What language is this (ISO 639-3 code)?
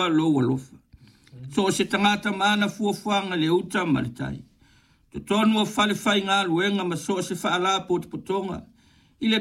smo